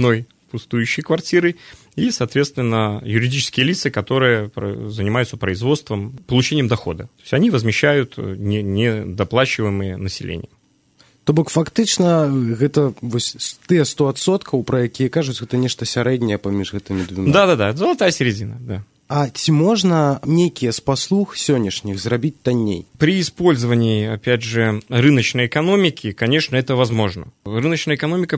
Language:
Belarusian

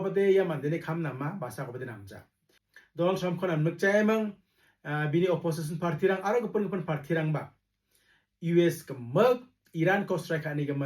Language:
Garo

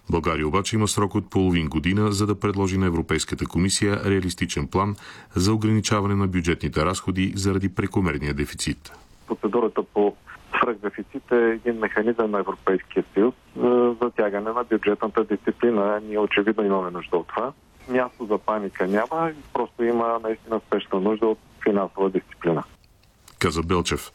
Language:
Bulgarian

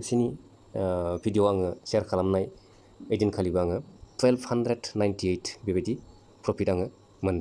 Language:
Bodo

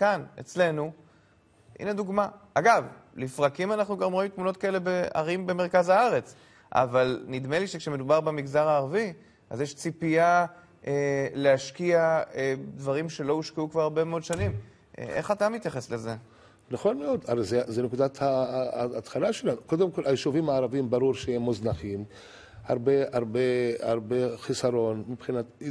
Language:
Hebrew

